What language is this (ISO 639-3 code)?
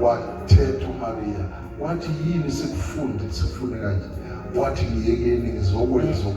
zul